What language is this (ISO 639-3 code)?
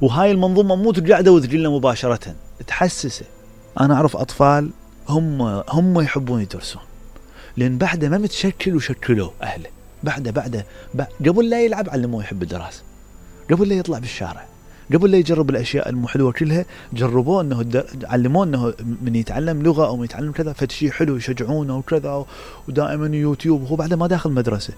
acm